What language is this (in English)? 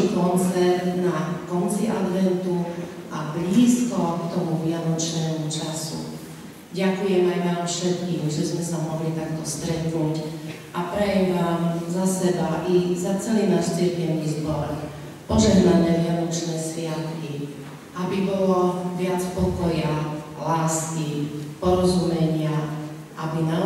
Slovak